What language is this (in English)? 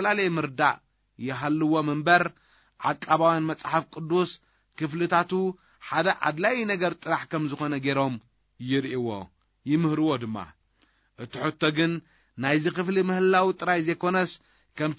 Tigrinya